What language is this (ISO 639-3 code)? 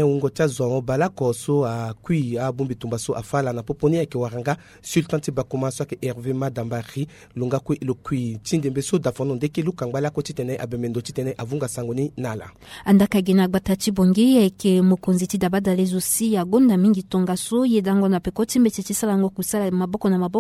sag